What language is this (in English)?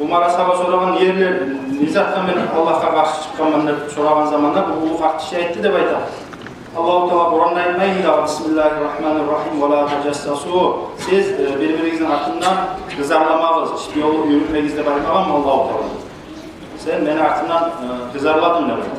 Kumyk